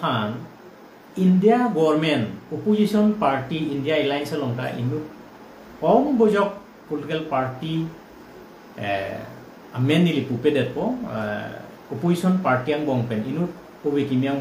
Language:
Karbi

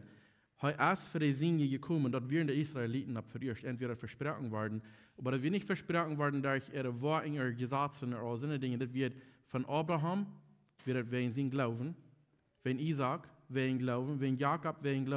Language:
Plautdietsch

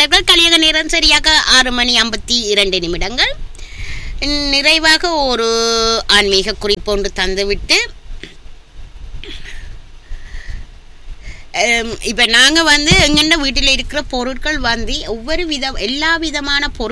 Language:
Tamil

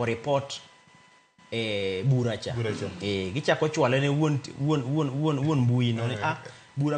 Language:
Luo (Kenya and Tanzania)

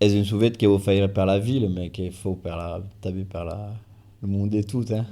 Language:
Occitan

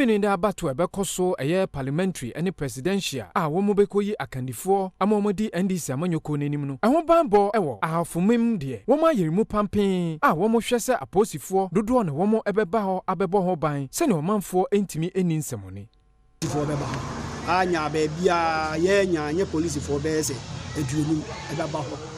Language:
Akan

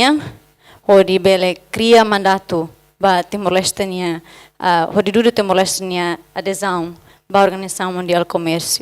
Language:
Tetum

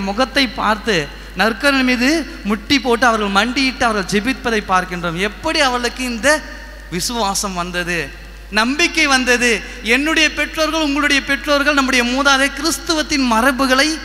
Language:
Tamil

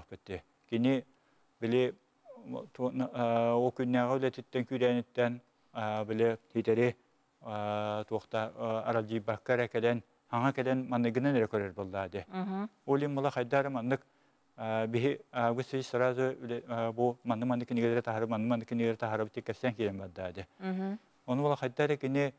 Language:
Yakut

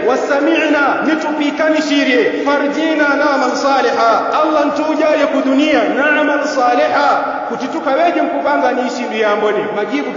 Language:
Yao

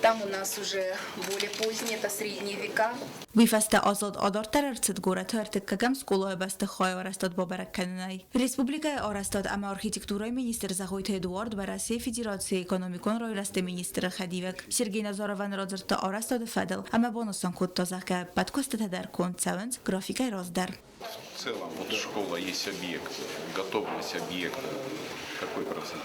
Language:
Ossetic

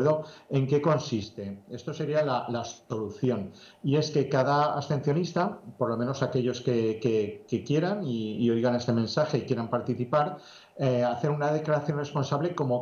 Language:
Spanish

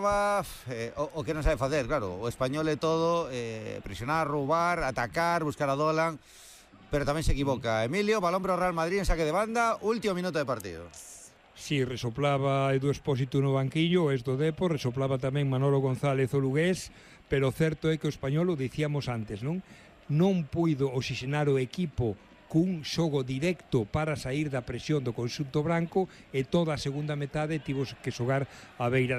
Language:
Galician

